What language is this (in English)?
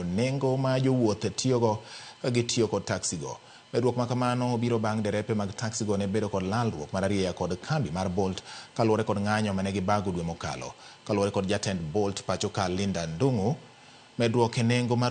Luo (Kenya and Tanzania)